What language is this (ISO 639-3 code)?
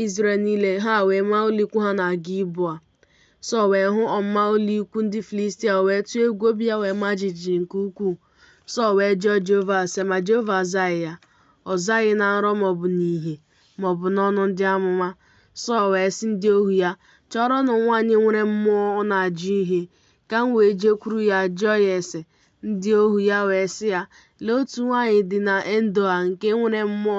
ibo